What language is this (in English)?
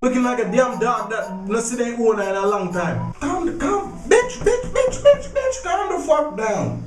Jamaican Creole English